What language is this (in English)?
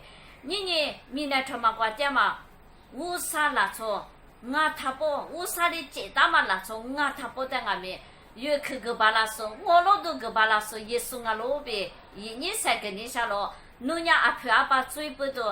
Lisu